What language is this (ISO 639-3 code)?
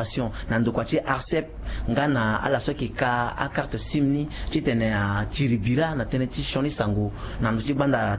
sag